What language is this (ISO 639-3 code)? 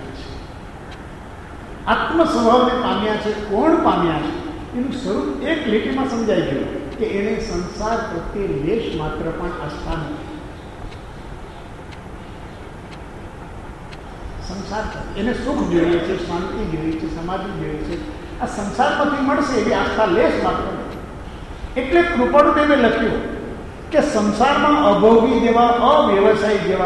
guj